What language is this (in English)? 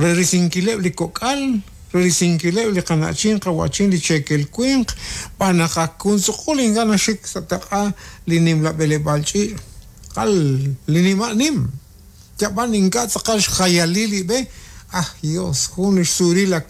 Kekchí